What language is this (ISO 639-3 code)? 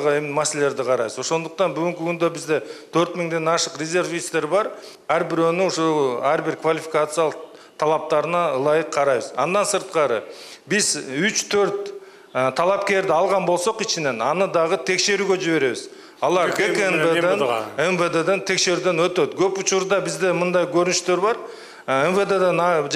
kir